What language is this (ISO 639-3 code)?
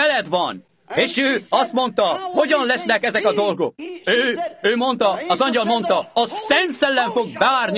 hun